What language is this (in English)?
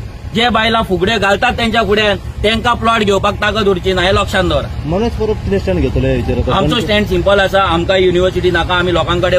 Konkani